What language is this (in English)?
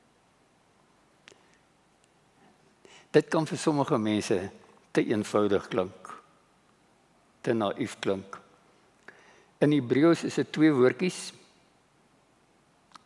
Afrikaans